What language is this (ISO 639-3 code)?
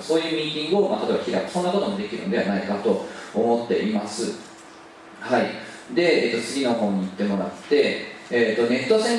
jpn